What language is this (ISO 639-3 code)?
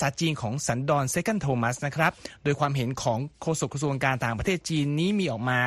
tha